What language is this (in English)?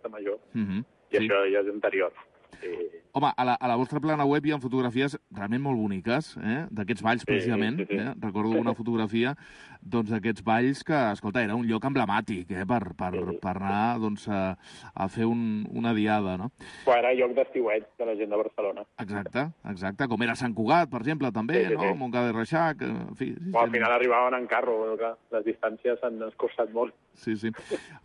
Catalan